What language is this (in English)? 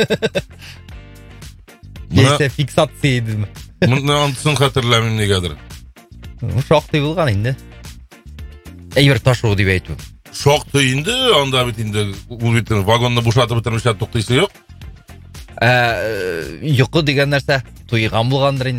Tatar